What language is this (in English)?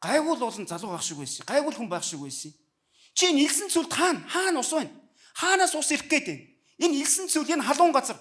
Mongolian